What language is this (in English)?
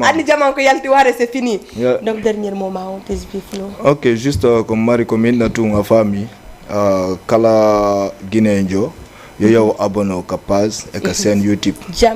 Fula